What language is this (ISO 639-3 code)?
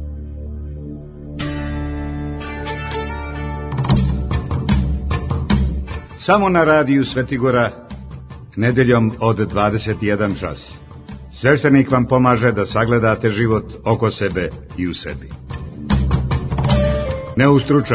srp